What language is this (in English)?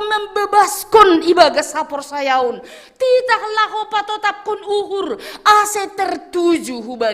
Batak Simalungun